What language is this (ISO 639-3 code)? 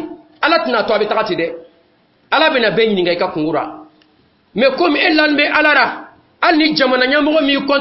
dyu